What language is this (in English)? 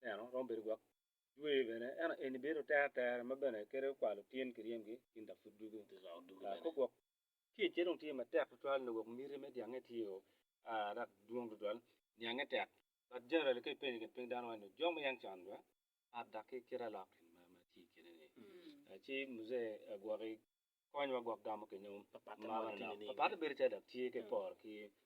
Acoli